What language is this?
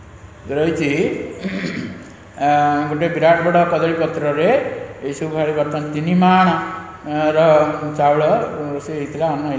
Odia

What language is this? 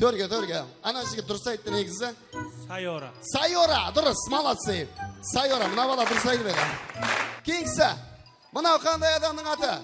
Kara-Kalpak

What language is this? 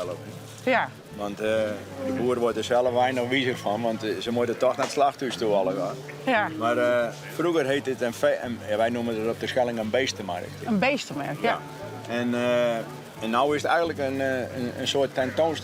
Western Frisian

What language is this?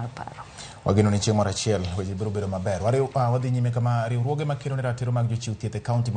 Luo (Kenya and Tanzania)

